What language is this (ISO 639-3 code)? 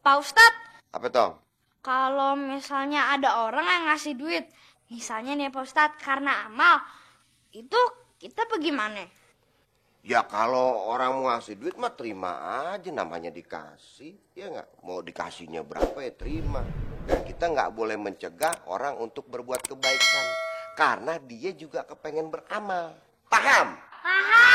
bew